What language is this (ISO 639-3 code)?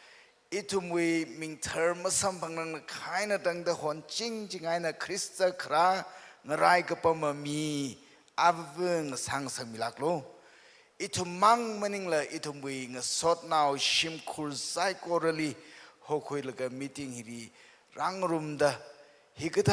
nmf